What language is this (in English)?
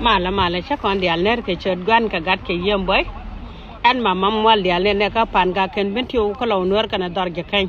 Nuer